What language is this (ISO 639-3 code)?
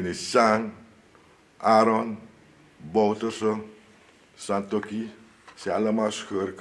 srn